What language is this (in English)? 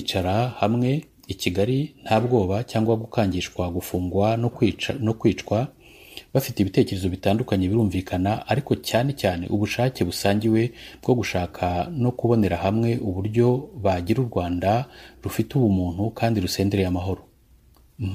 Kinyarwanda